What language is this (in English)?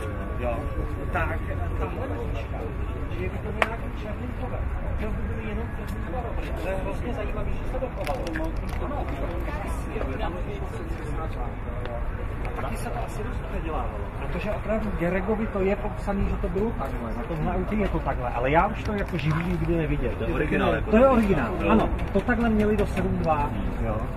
Czech